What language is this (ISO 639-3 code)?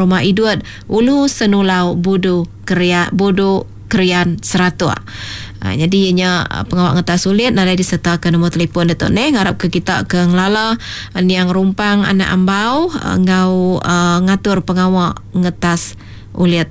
iba